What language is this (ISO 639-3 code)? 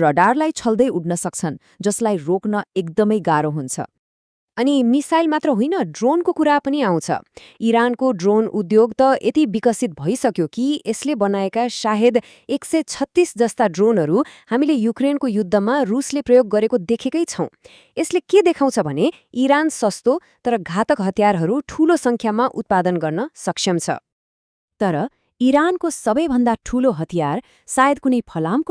nep